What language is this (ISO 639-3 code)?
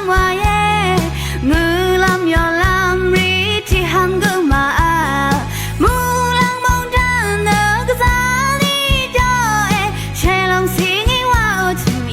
raw